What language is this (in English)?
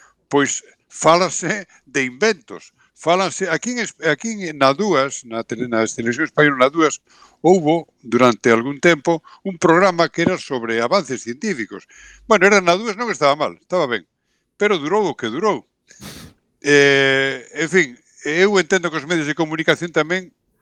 Galician